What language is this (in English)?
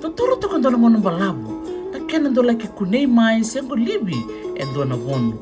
Fijian